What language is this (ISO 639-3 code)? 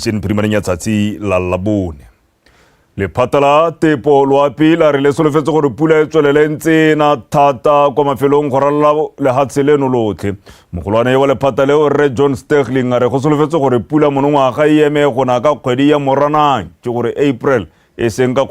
tsn